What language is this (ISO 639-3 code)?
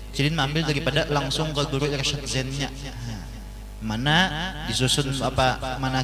bjn